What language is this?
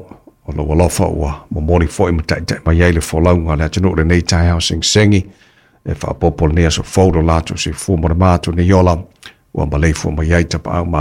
Samoan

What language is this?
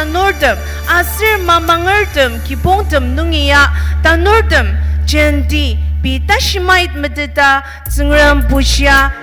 Ao Naga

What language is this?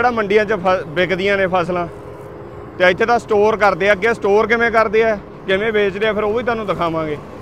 Punjabi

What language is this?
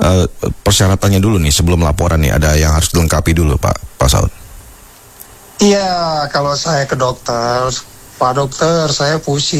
Indonesian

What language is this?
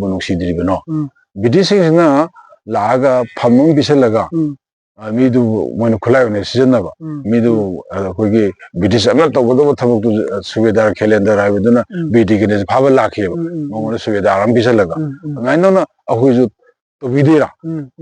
Manipuri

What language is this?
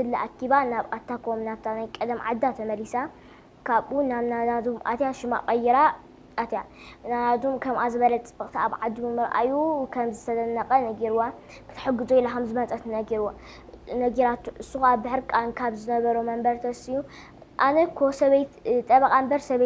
Tigrinya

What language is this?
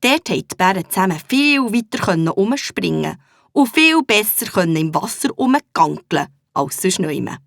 Swiss German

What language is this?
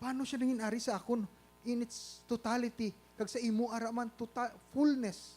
Hiligaynon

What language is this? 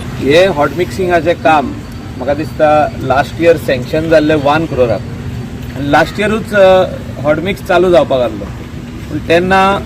Konkani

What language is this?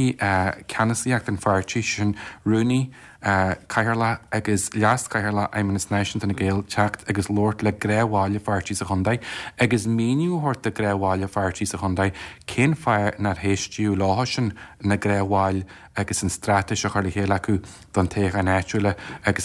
Irish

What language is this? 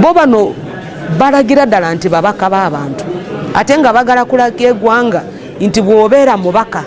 Ganda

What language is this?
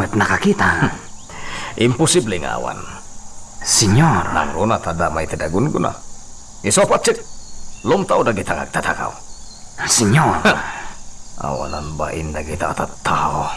Iloko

